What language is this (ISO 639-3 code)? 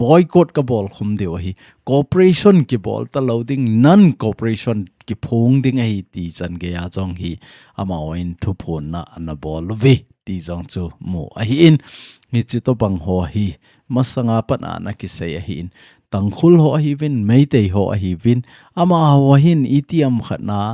tcz